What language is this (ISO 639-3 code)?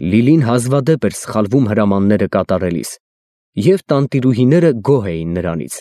hye